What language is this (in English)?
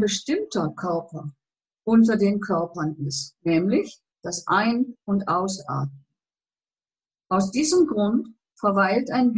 German